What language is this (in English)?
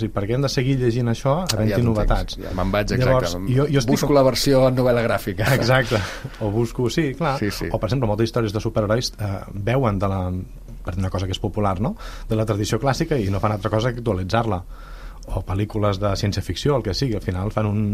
Catalan